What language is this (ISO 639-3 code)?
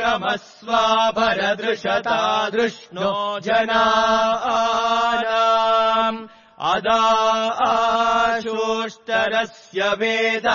san